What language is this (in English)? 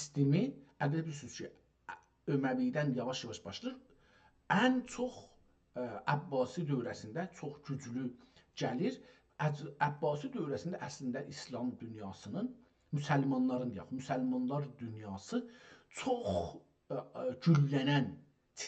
South Azerbaijani